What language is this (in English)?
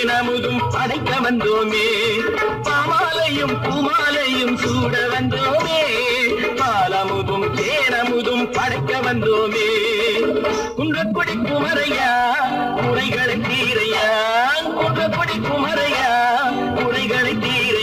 Tamil